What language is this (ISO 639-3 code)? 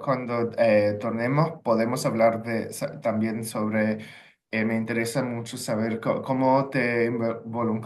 lad